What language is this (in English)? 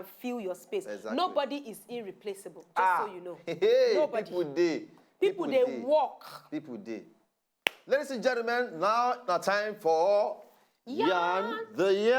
Nigerian Pidgin